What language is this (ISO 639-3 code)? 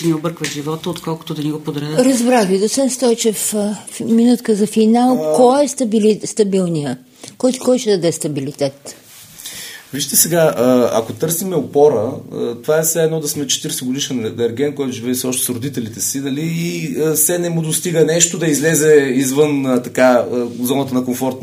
bul